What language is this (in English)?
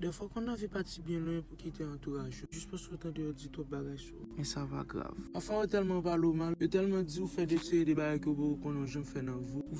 Haitian Creole